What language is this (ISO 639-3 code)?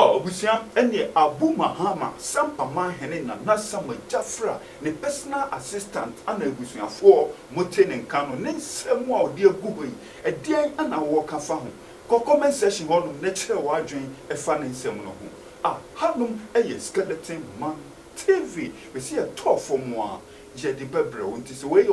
aka